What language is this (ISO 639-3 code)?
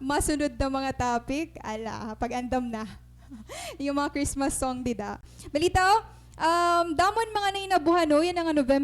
war